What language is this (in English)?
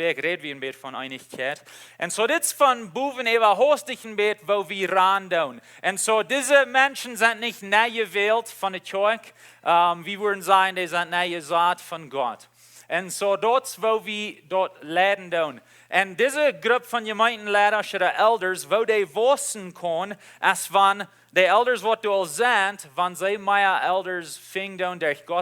Plautdietsch